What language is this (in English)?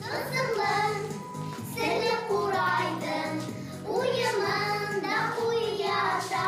Bashkir